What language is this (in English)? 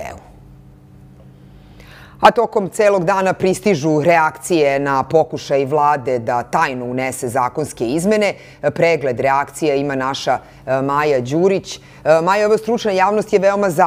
Serbian